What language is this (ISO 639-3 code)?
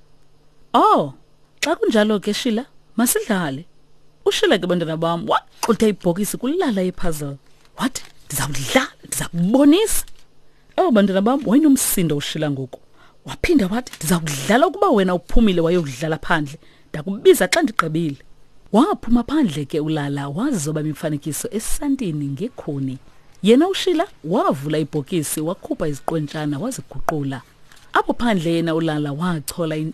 xho